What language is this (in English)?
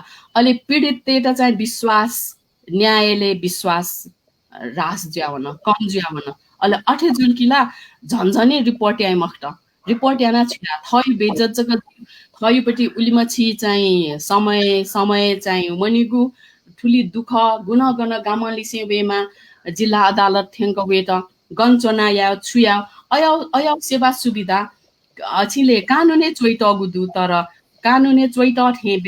Newari